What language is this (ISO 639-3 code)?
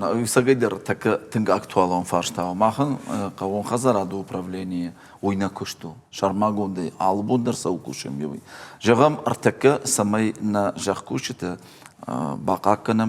oss